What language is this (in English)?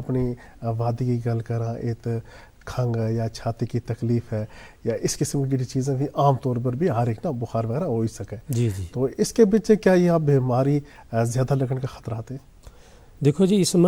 Gujari